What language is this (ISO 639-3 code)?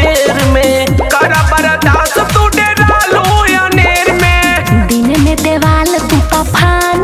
bho